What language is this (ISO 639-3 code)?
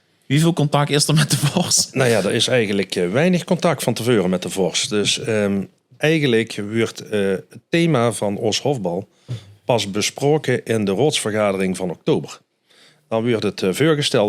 lim